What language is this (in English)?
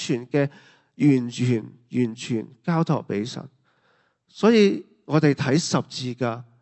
Cantonese